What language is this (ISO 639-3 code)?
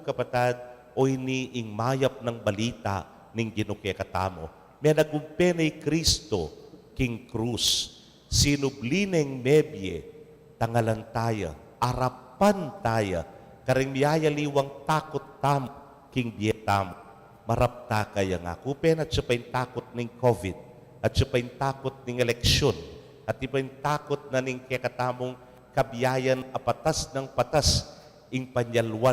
pam